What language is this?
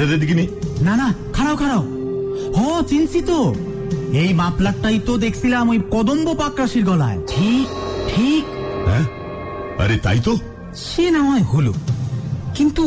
Bangla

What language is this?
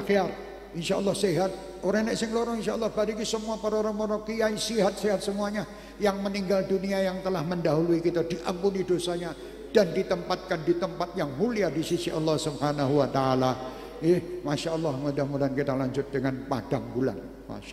Indonesian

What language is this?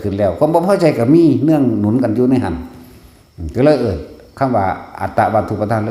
Northeastern Thai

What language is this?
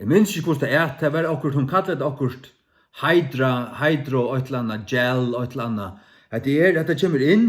Faroese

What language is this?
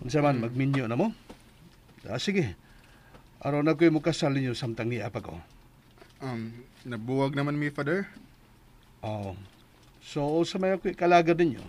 Cebuano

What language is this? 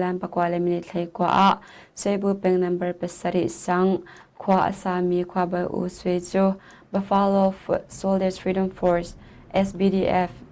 Hakha Chin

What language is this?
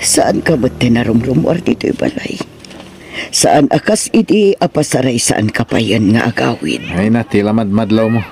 Iloko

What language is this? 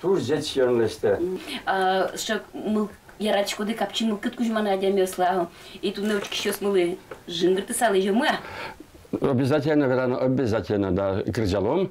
Udmurt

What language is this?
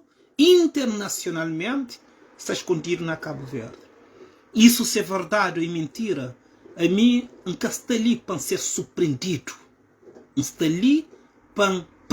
Kabuverdianu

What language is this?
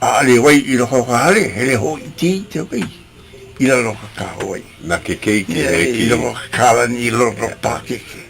Hawaiian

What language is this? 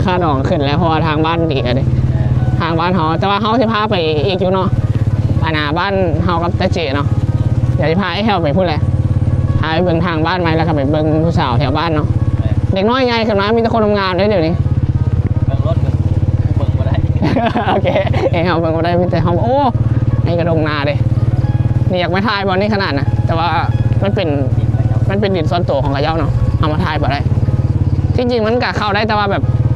Northeastern Thai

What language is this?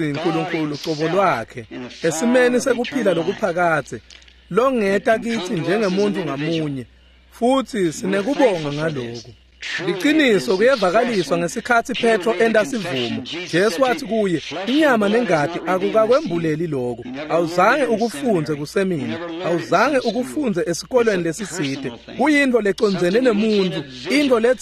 Swati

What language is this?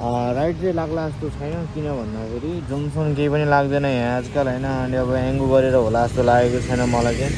Nepali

